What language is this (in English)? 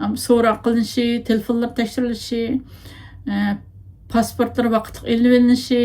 Uyghur